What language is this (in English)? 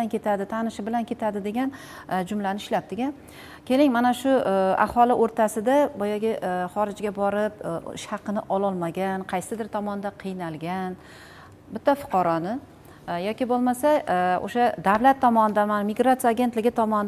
Uzbek